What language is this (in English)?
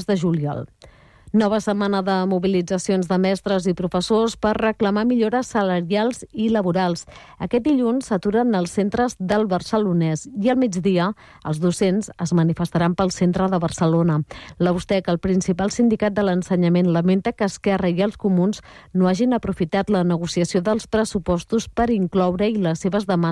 Catalan